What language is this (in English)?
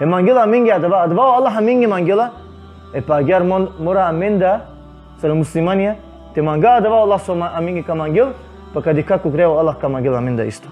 Balkan Romani